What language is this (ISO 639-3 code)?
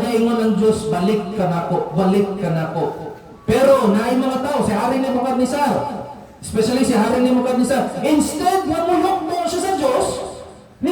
ceb